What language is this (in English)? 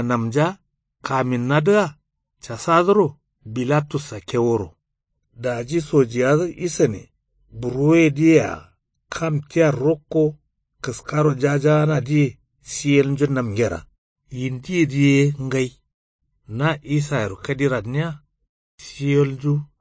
Kanuri